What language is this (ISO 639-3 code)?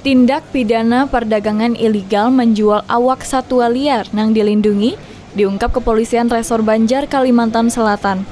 bjn